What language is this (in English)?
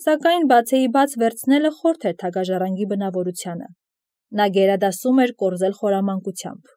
Armenian